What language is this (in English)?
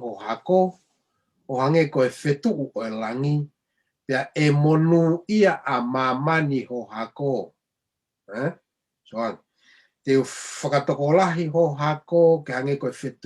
Tongan